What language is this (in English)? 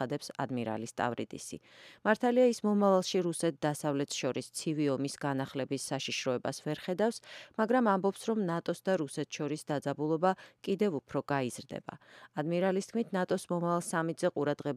Georgian